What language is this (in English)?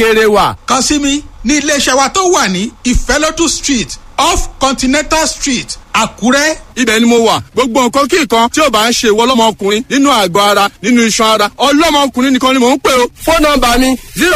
Yoruba